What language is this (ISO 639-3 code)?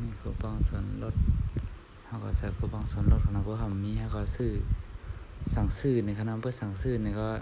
shn